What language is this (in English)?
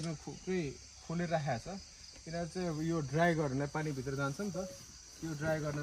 Nepali